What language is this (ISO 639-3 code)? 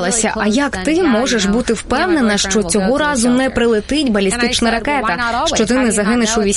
ukr